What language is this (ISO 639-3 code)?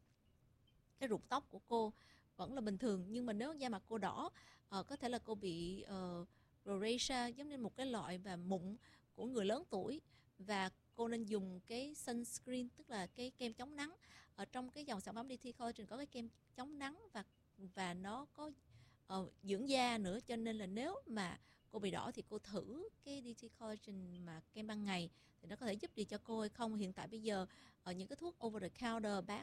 vie